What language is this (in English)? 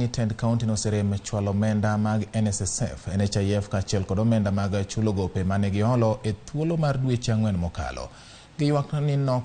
Luo (Kenya and Tanzania)